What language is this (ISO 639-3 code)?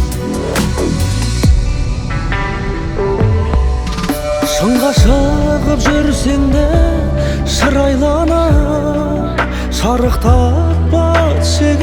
kaz